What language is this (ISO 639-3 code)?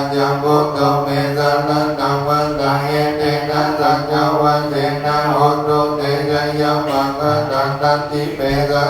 pli